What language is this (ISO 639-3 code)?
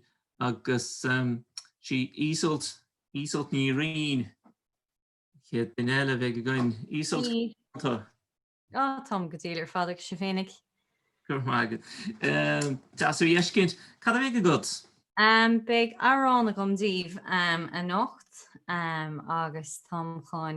gle